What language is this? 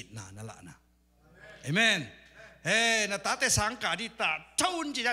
Tedim Chin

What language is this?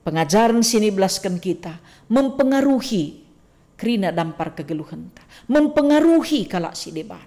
Batak Karo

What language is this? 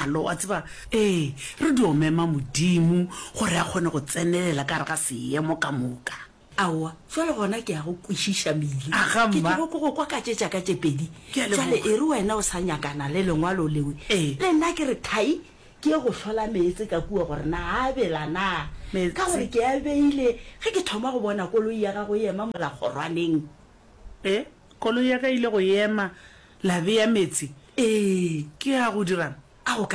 Northern Sotho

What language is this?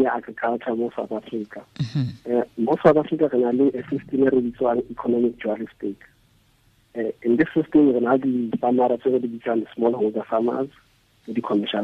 Tswana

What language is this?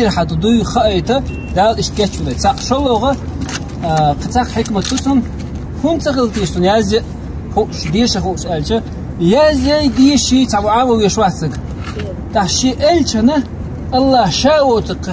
Chechen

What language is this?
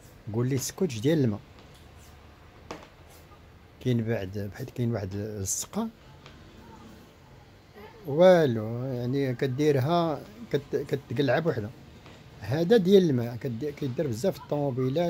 Moroccan Arabic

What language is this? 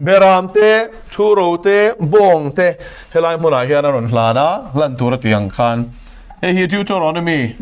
Mizo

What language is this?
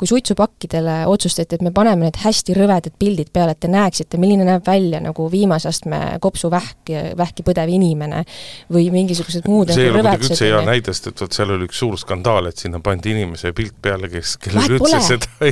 Estonian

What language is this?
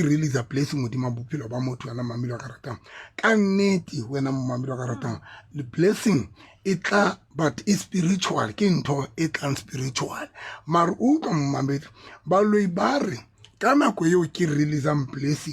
Southern Sotho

